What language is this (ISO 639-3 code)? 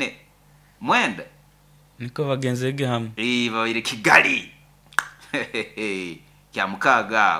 nyo